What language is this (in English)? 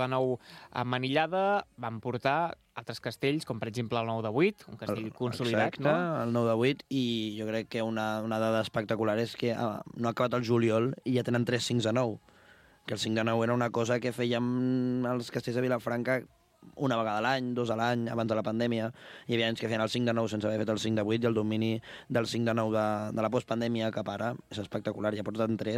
Catalan